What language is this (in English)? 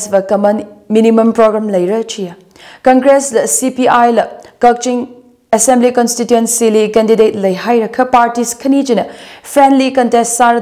Tangkhul Naga (India)